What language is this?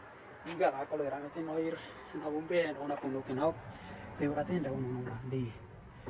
Western Dani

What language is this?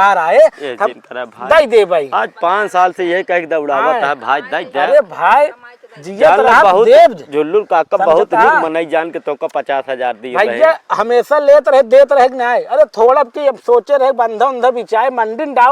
Awadhi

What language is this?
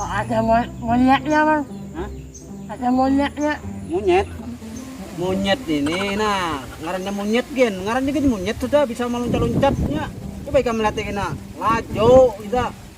Banjar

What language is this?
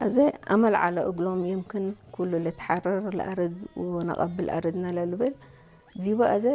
Tigre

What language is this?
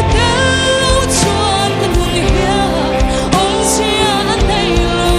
Mizo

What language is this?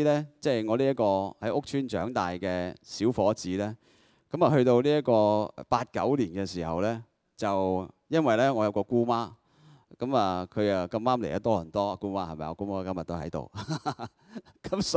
Cantonese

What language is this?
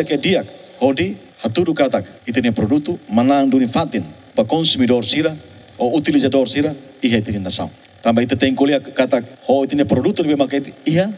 Tetum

